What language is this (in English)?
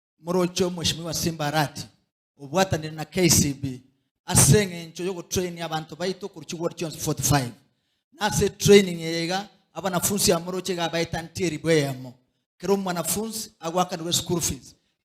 Gusii